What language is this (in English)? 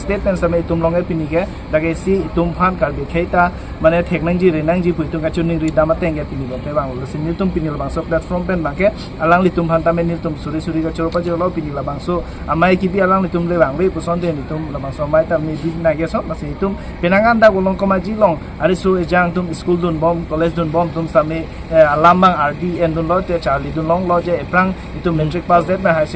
Karbi